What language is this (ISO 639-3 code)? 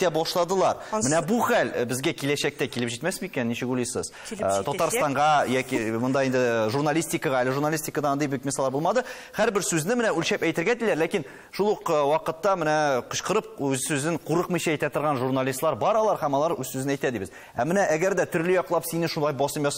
tat